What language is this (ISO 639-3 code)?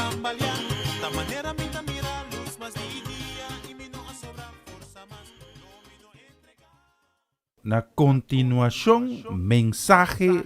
pap